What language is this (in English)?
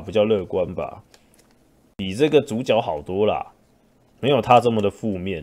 Chinese